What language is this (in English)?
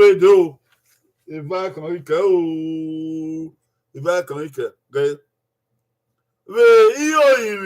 Bini